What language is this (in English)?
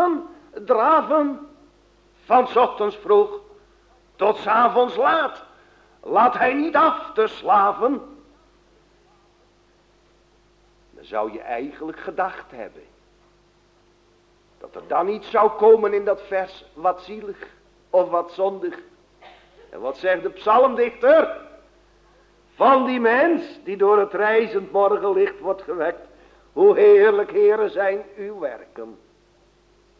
Dutch